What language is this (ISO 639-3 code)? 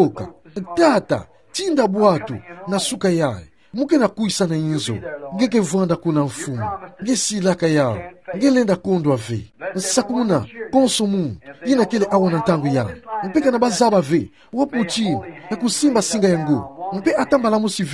ktu